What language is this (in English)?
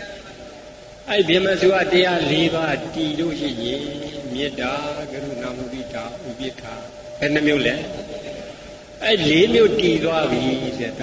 Burmese